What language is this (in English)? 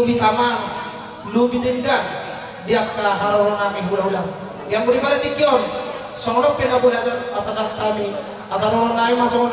Batak Toba